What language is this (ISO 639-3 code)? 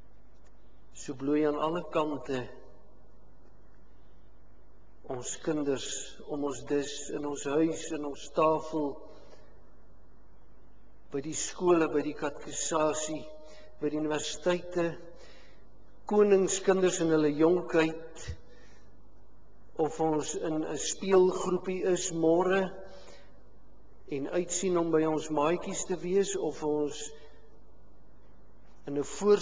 afr